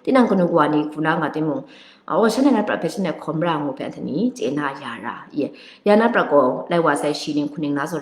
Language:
Kachin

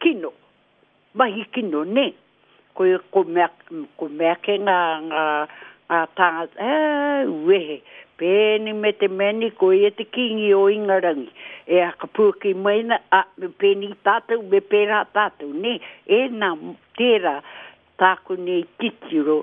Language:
Māori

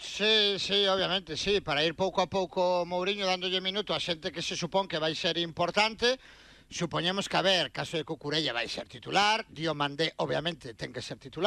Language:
Galician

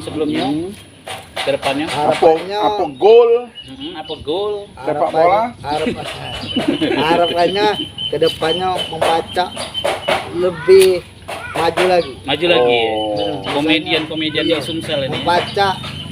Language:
Musi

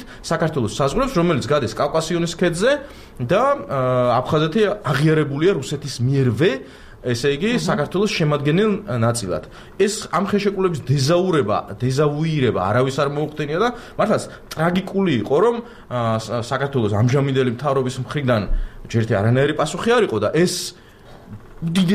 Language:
Georgian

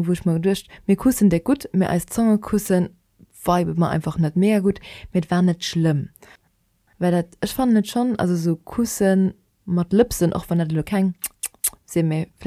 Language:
Luxembourgish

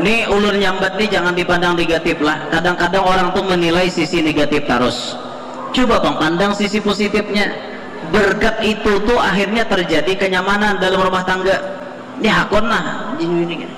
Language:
Banjar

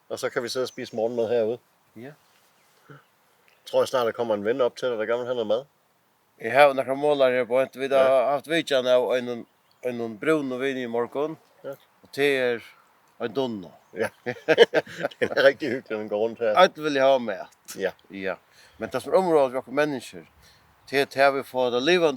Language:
Faroese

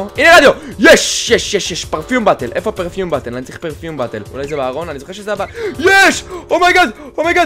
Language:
Hebrew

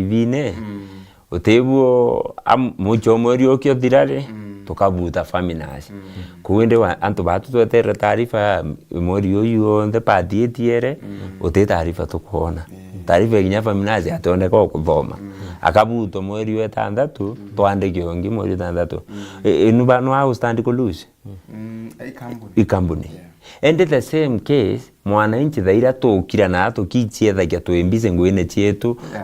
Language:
Meru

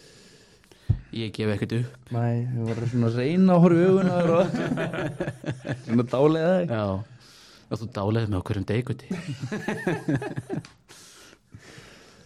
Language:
Icelandic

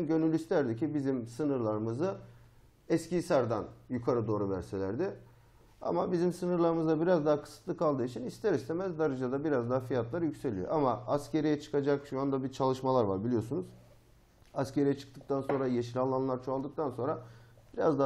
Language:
Turkish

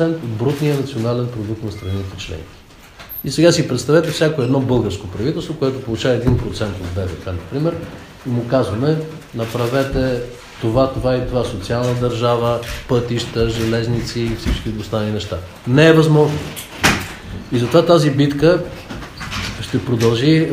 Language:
Bulgarian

